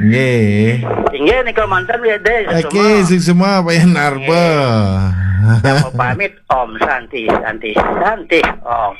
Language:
Balinese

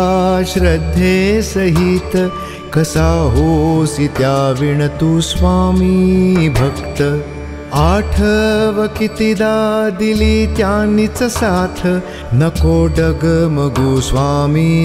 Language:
Marathi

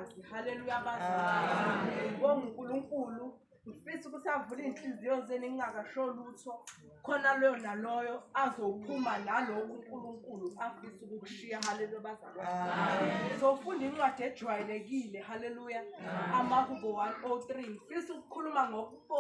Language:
Zulu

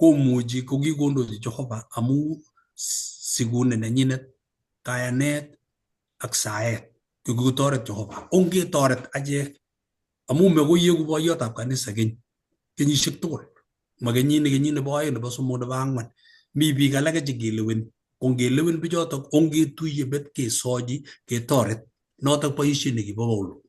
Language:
Kalenjin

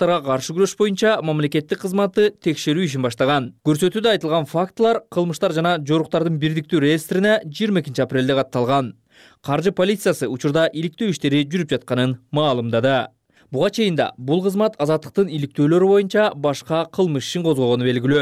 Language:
Kyrgyz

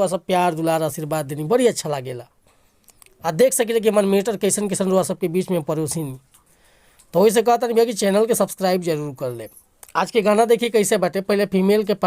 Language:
Bhojpuri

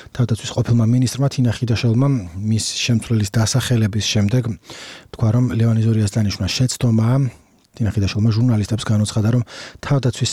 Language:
Georgian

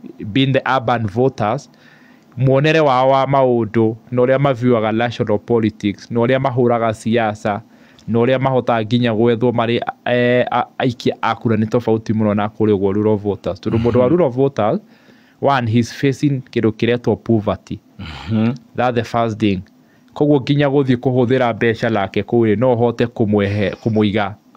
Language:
Kikuyu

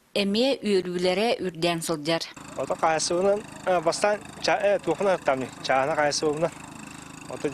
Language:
Yakut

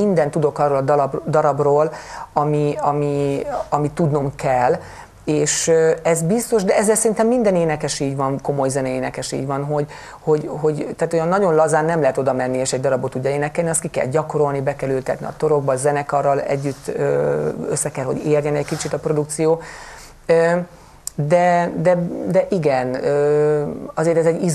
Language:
Hungarian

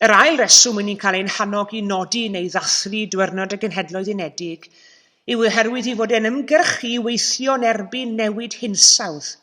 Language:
Welsh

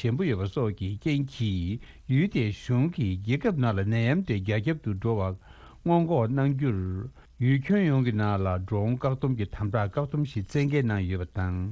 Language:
Tibetan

